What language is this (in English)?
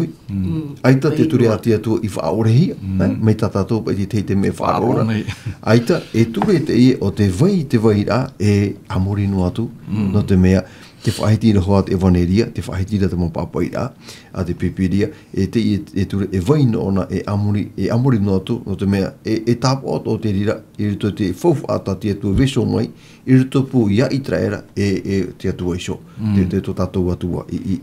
Tahitian